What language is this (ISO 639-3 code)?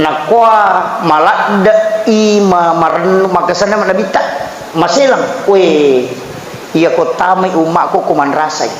bug